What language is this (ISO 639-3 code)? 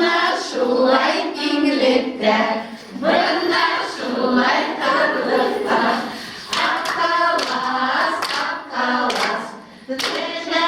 bak